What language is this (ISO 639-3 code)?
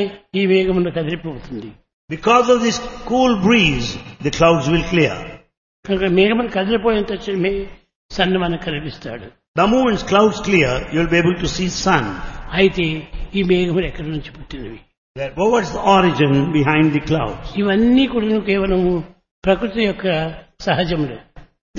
tel